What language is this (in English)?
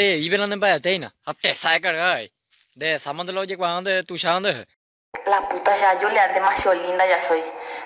Guarani